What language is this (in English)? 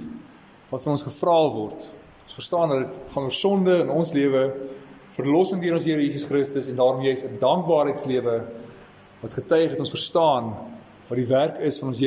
Afrikaans